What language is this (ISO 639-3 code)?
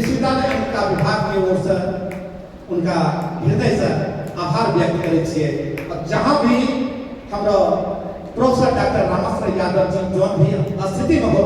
anp